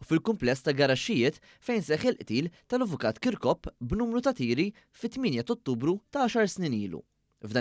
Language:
Maltese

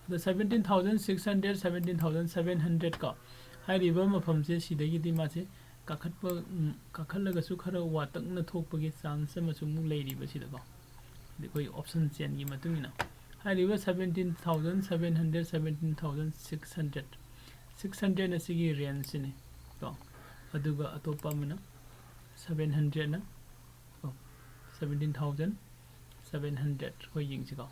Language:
Manipuri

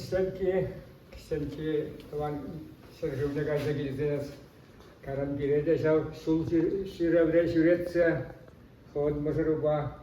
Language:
Chuvash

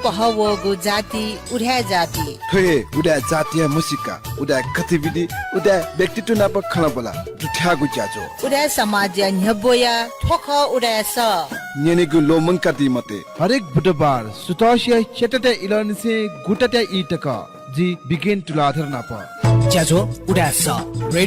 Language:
Newari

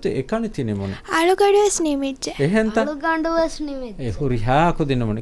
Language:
Divehi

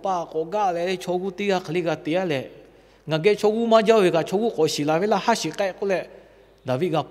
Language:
Lahu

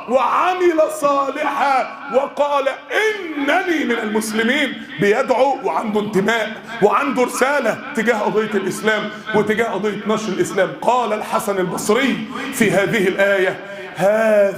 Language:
Egyptian Arabic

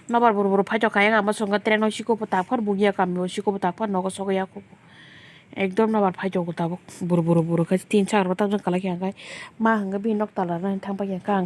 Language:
Kok Borok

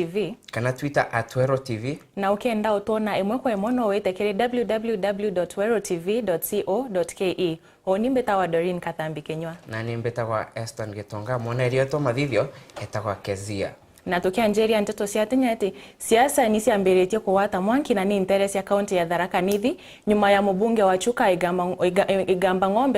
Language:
Meru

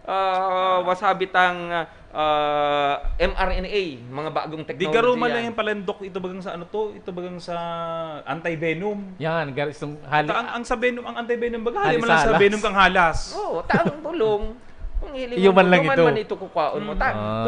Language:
Bikol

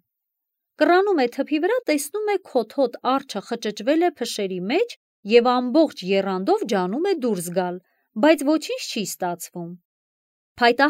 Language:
Armenian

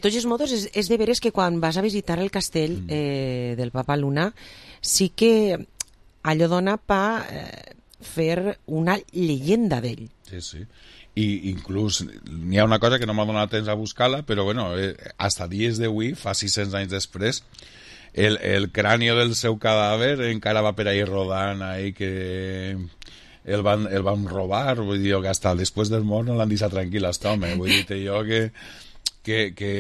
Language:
Catalan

